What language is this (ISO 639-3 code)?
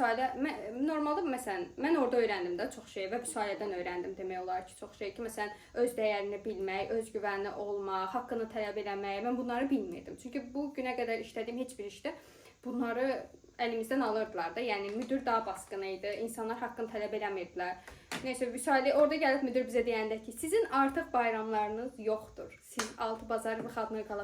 aze